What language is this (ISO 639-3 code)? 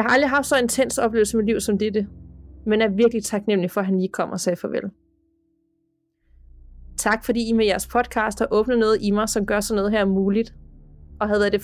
dan